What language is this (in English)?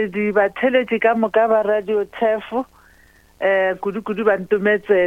Northern Sotho